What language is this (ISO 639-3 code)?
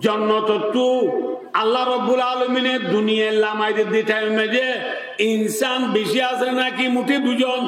rhg